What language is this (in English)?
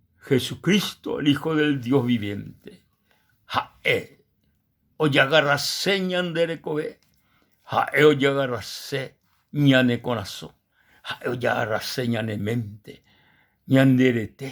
Guarani